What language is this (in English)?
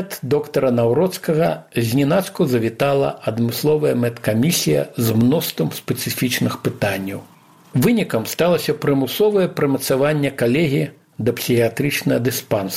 Belarusian